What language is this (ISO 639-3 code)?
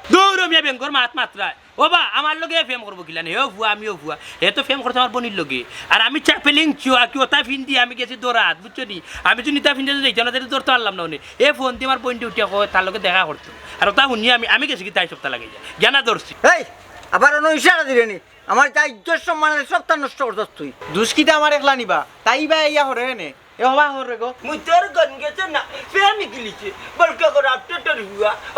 syl